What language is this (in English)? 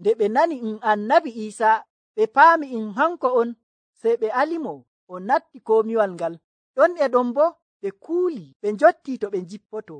Nigerian Fulfulde